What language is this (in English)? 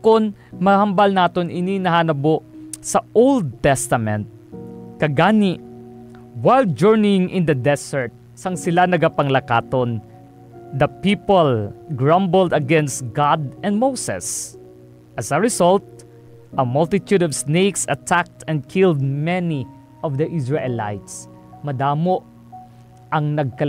Hiligaynon